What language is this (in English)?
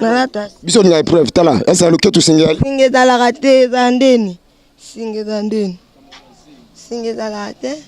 Lingala